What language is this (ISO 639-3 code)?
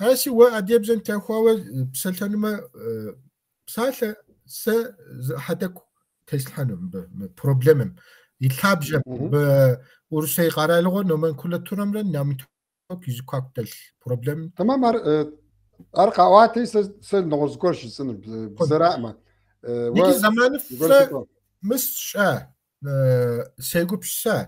kbd